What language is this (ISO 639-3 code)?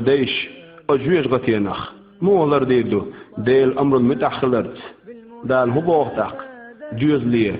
che